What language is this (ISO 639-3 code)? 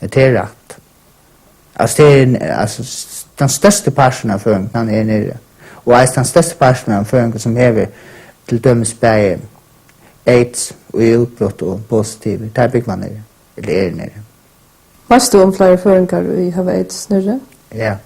fao